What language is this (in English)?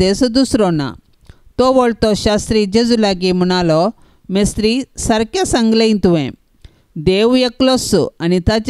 Konkani